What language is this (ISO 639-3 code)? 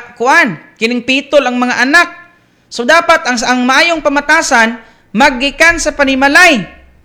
ceb